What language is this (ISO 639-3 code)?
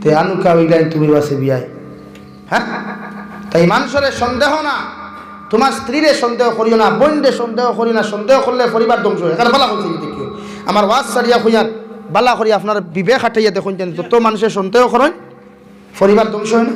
syl